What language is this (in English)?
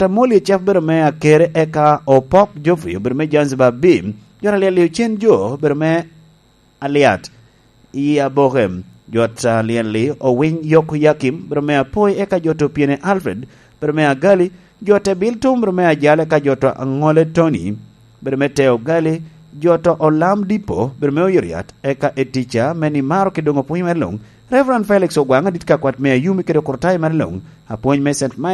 Lango (Uganda)